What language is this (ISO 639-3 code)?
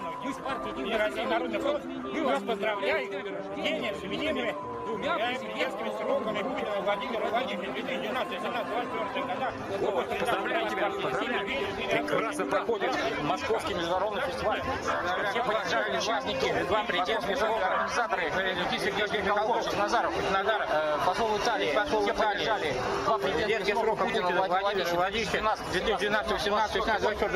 rus